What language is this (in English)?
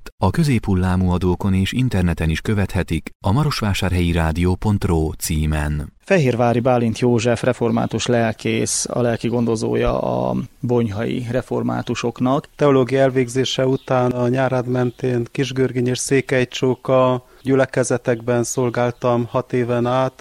Hungarian